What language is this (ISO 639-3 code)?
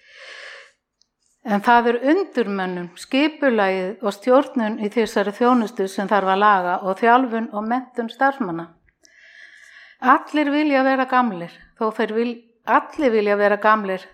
isl